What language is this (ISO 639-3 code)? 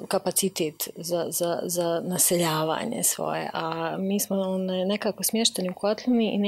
bos